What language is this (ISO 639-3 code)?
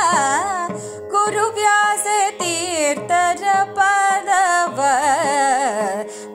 kan